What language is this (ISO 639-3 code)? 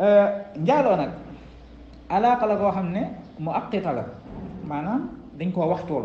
wol